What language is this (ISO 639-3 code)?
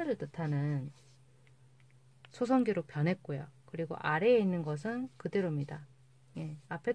kor